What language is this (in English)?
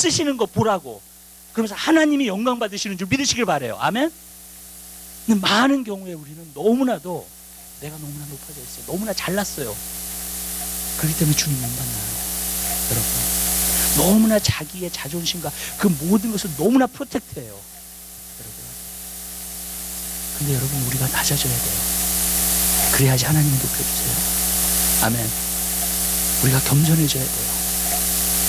Korean